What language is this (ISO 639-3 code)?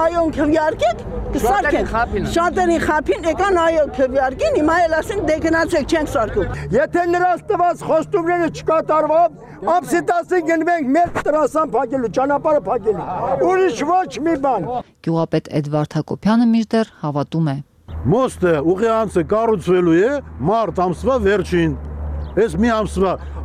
hye